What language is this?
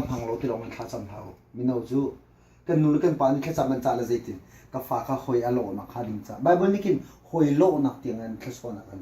Hakha Chin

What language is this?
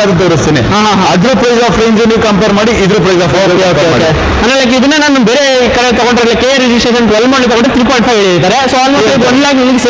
Kannada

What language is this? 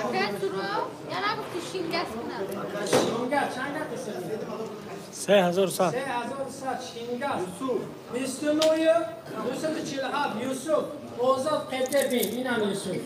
Tajik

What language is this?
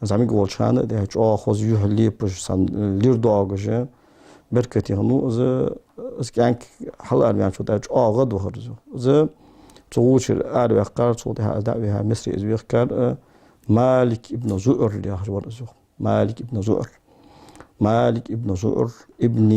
Ingush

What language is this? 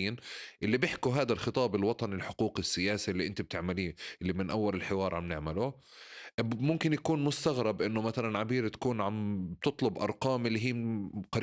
North Levantine Arabic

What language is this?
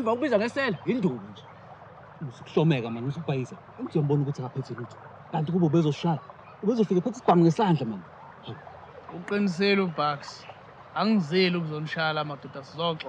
Zulu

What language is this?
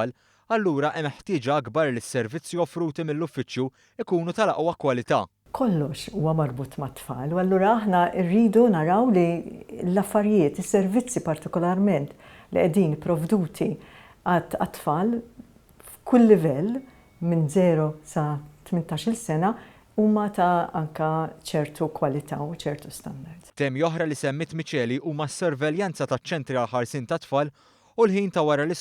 Maltese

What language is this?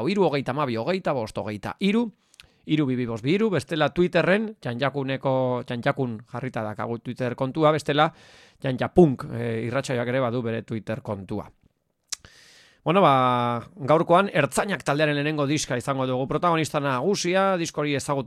Basque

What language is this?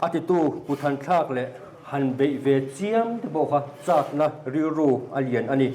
Mizo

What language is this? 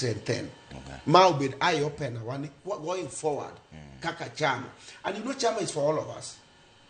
Luo (Kenya and Tanzania)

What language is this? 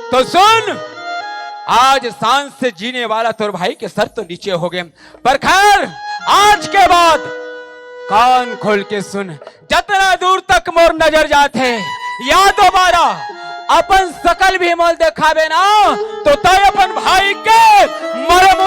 Chhattisgarhi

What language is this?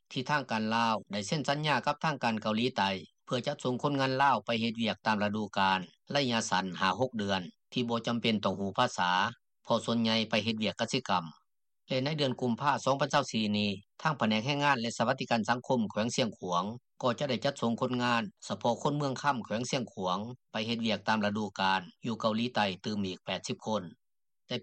Lao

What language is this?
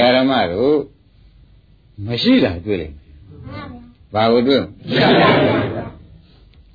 Burmese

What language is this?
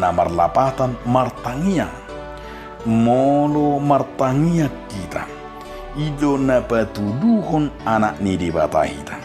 Batak Toba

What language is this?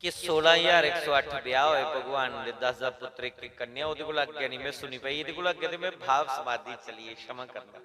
Dogri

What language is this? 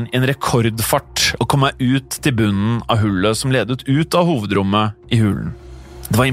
Norwegian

